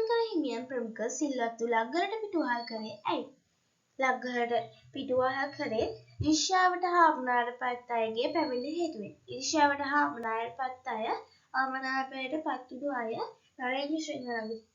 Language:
Sinhala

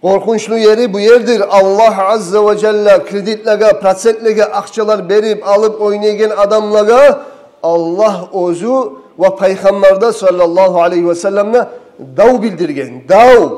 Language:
Kumyk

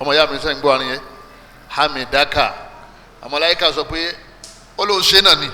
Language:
Yoruba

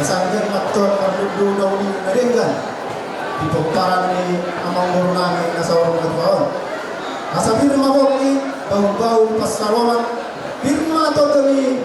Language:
Batak Toba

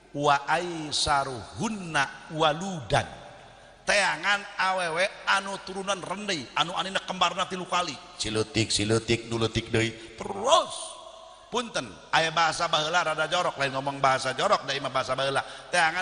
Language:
Sundanese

